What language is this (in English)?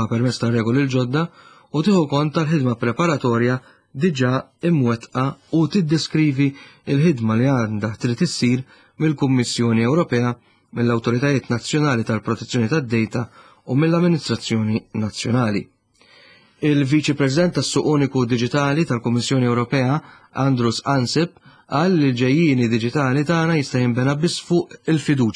Maltese